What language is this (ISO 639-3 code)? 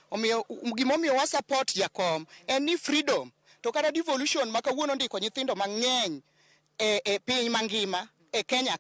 luo